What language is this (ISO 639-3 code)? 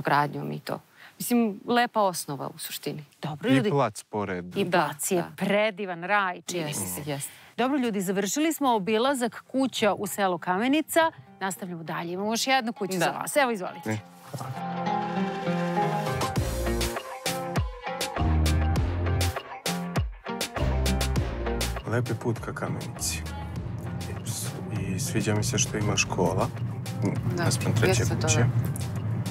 srp